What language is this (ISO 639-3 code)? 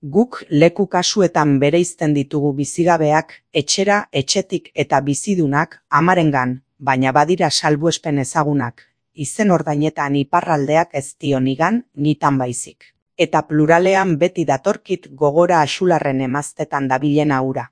eus